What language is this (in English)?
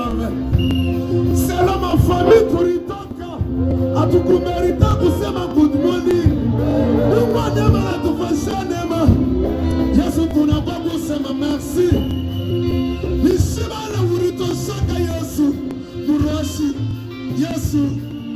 Swahili